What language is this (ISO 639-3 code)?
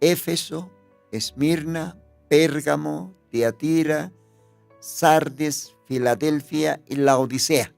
aym